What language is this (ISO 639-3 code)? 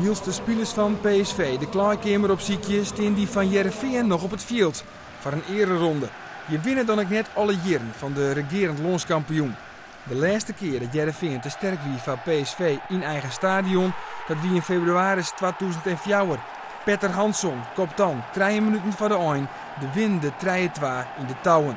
fry